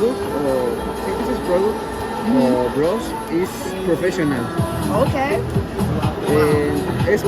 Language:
Haitian Creole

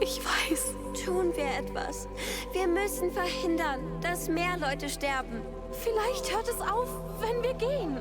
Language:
Bavarian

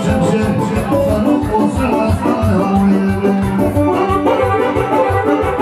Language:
Romanian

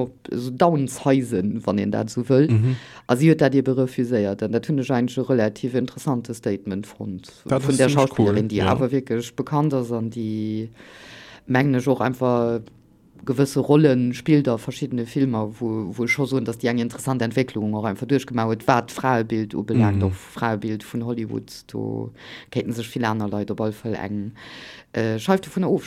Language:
Luxembourgish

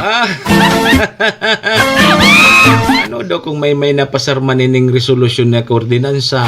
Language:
Bikol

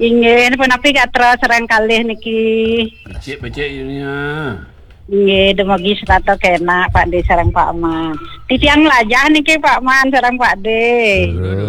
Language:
Balinese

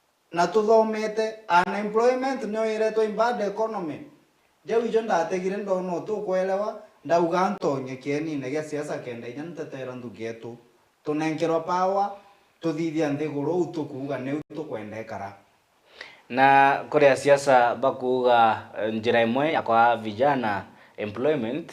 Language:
Meru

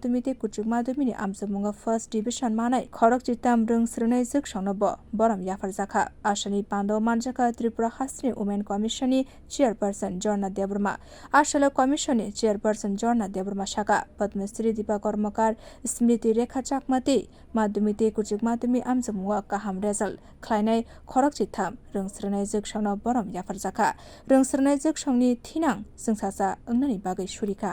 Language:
Kok Borok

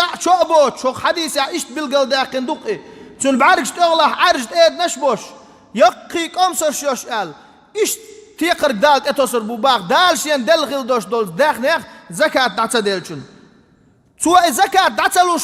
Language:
Chechen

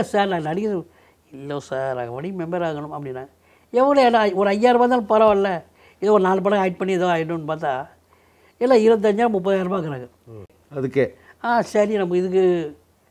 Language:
Tamil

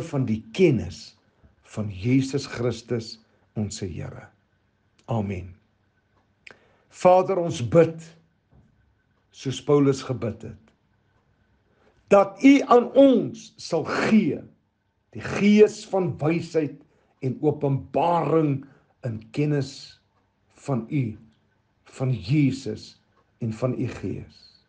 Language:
Afrikaans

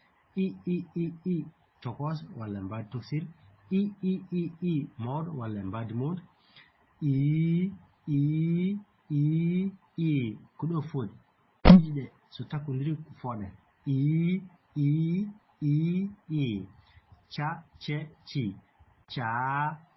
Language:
Fula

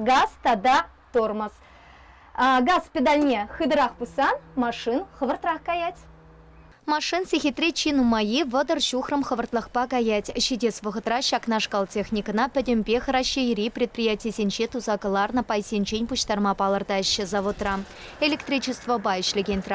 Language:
Chuvash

